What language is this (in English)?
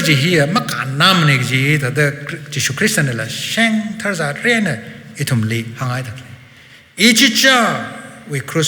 Tangkhul Naga (India)